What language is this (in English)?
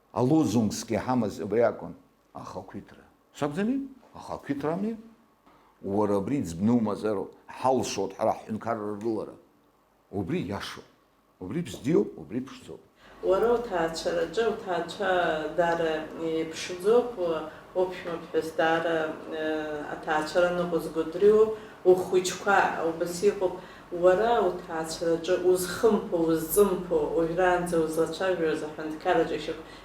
Abkhazian